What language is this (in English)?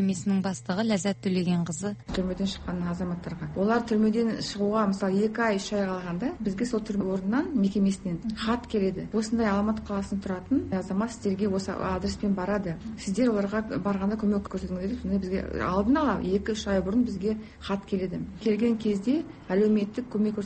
Kazakh